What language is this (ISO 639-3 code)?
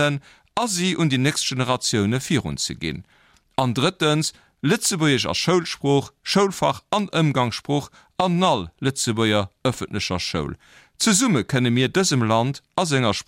ltz